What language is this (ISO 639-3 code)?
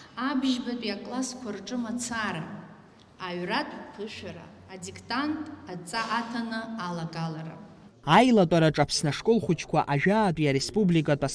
abk